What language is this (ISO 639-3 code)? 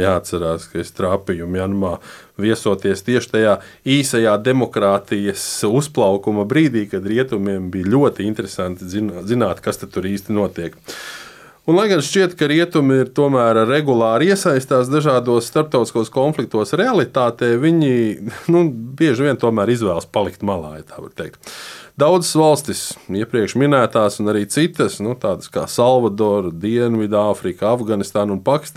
lav